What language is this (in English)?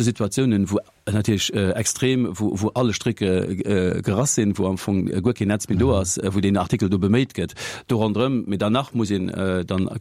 Luxembourgish